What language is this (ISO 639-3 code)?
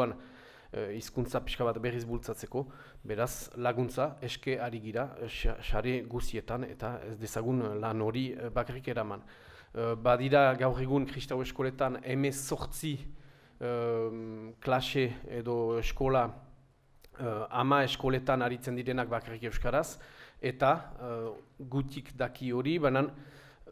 eus